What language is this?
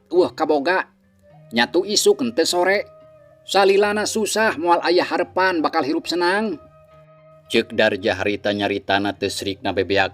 Sundanese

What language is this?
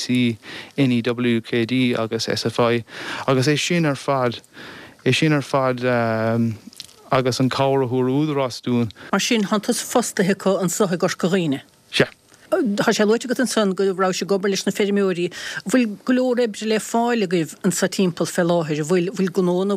Irish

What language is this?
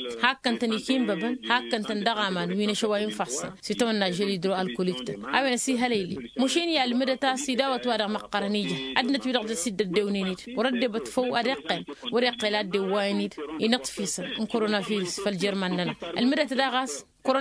Tamasheq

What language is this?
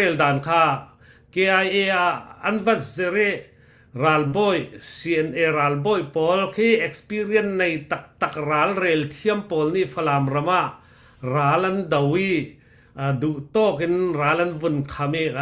Falam Chin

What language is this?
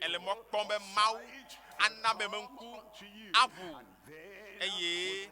Ewe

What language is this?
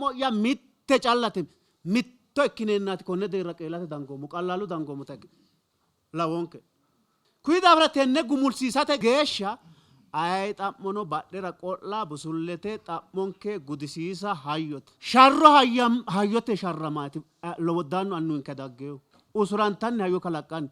Sidamo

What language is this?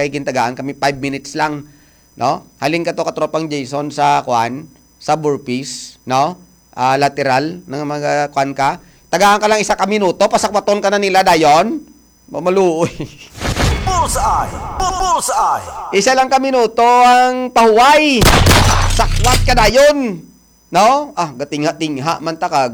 Hiligaynon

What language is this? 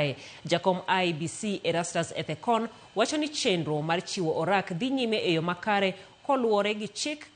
Luo (Kenya and Tanzania)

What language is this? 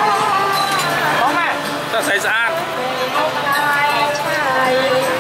Vietnamese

